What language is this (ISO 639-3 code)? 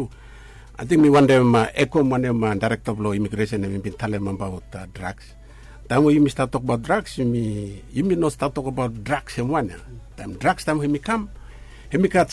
bis